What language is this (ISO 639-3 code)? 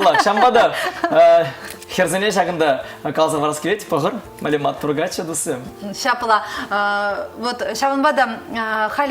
chv